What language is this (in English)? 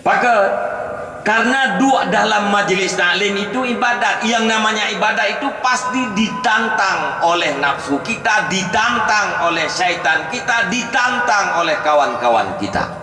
Achinese